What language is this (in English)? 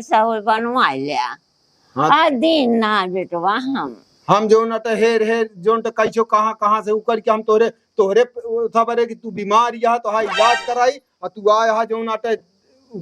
Awadhi